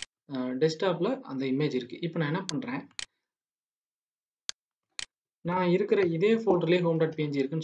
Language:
Tamil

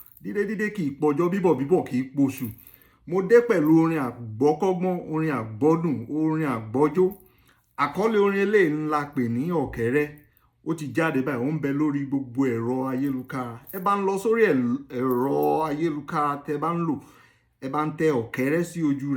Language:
Yoruba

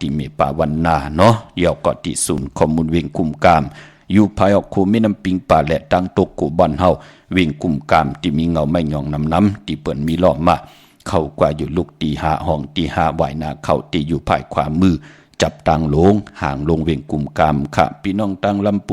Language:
Shan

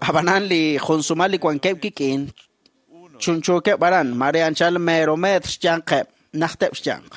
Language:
Kekchí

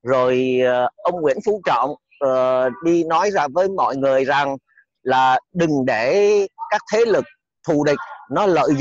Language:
Vietnamese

